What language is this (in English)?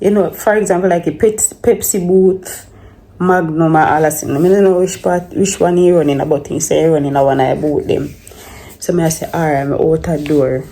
Jamaican Creole English